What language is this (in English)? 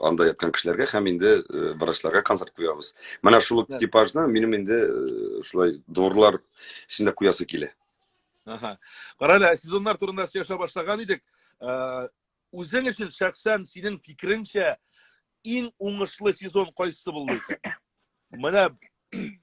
Tatar